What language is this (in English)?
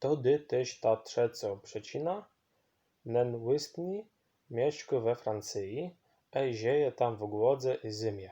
Silesian